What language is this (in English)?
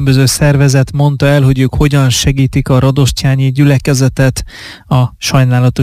Hungarian